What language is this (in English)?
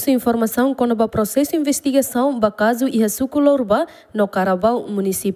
Tetum